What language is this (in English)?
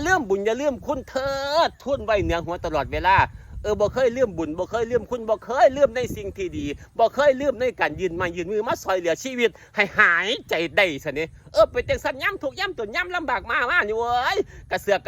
Northeastern Thai